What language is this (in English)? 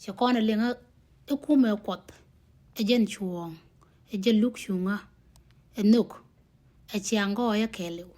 Nuer